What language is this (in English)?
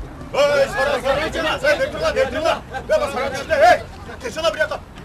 Uyghur